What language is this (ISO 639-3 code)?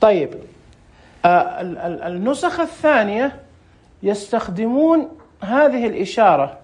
ars